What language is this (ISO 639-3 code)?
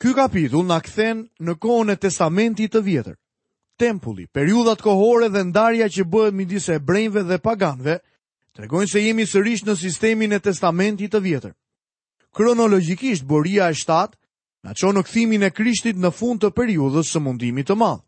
sqi